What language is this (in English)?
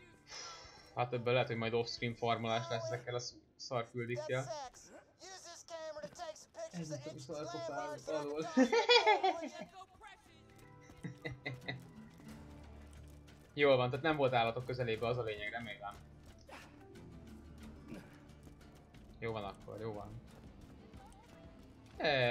Hungarian